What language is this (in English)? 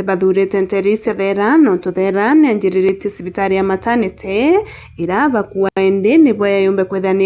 Meru